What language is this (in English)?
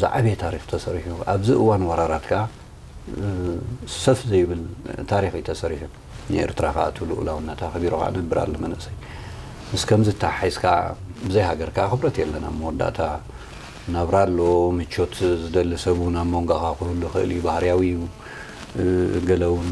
Tigrinya